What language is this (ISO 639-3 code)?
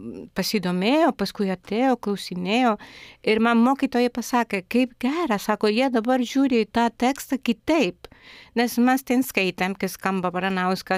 lit